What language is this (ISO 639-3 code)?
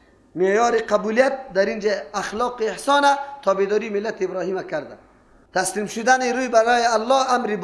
fas